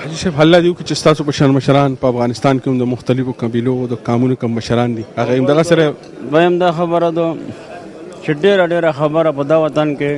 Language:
Pashto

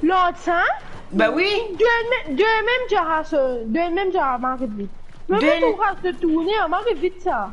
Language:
Morisyen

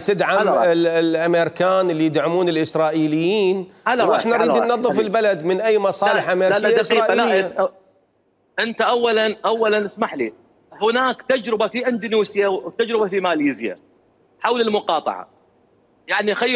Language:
Mesopotamian Arabic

